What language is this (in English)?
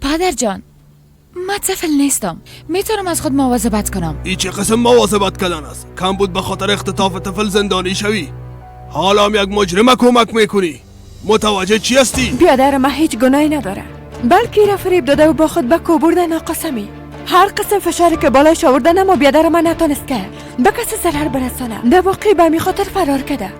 Persian